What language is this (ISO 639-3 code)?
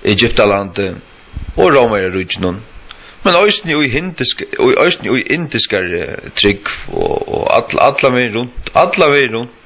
fao